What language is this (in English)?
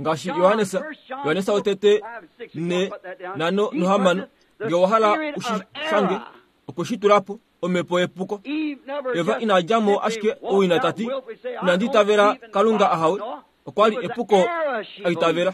Kuanyama